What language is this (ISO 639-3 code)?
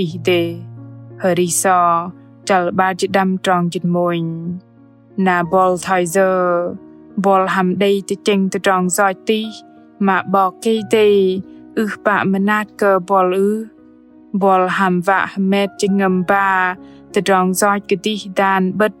bdq